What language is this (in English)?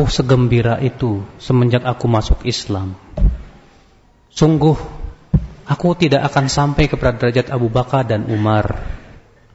Indonesian